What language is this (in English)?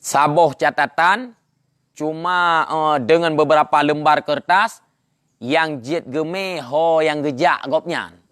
Achinese